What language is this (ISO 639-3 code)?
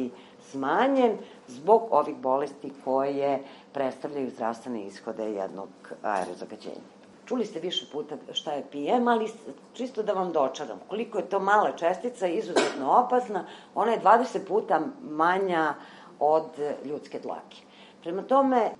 srp